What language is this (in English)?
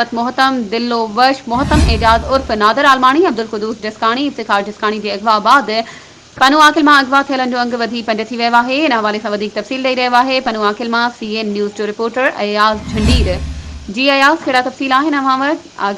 Sindhi